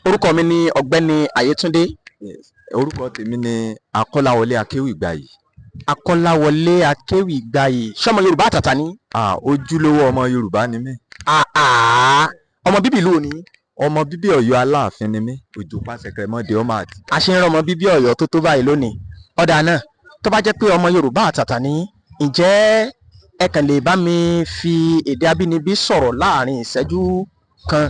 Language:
Yoruba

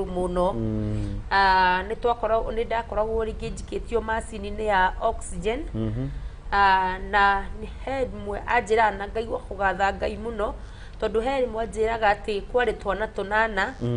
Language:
Kikuyu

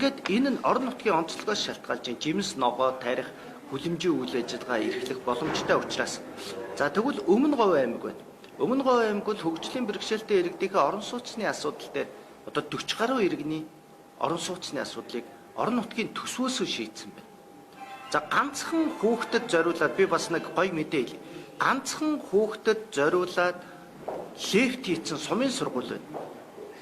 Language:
Mongolian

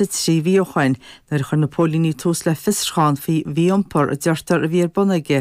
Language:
Irish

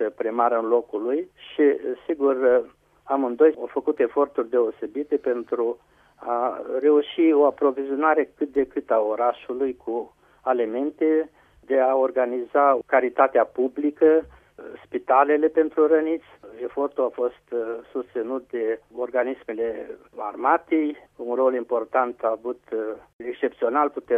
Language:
Romanian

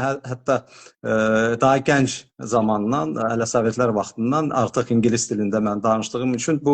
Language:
Azerbaijani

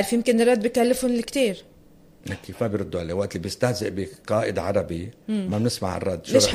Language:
North Levantine Arabic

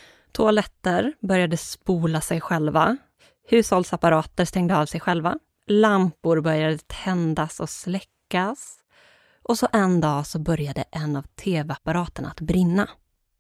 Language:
Swedish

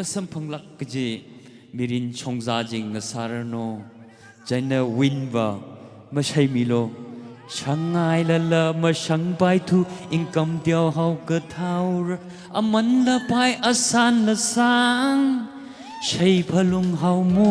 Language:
Tangkhul Naga (India)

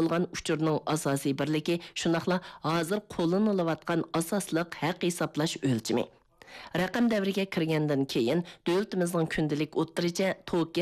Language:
Uyghur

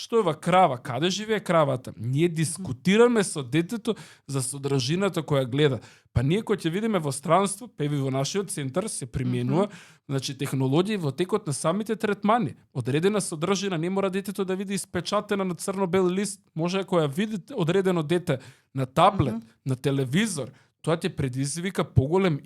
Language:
Macedonian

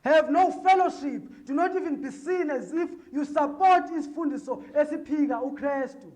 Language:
Zulu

